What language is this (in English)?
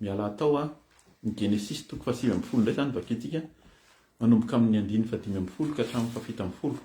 Malagasy